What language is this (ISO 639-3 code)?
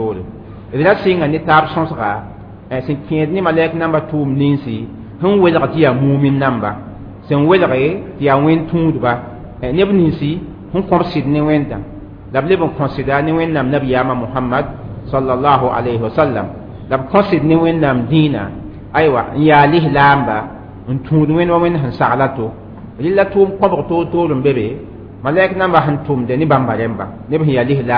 mos